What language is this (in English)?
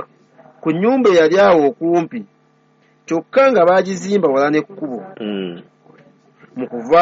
Ganda